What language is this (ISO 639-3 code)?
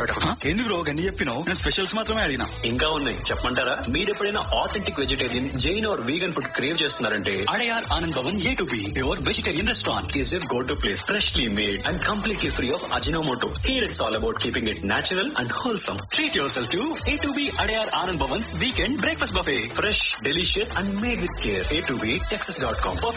tel